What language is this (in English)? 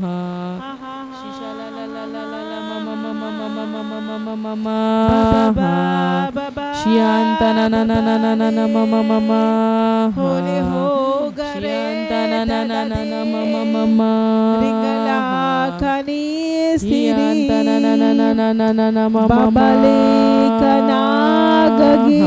Tem